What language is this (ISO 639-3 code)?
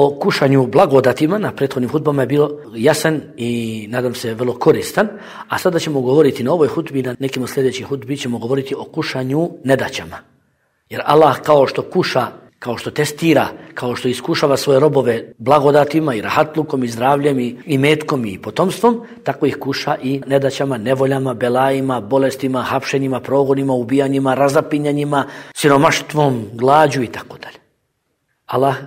bos